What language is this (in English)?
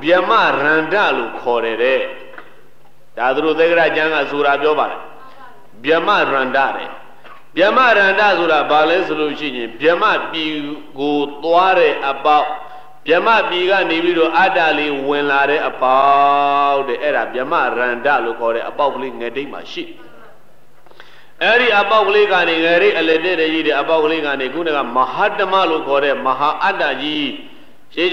Burmese